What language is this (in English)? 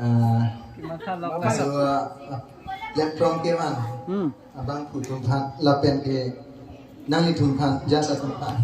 Karbi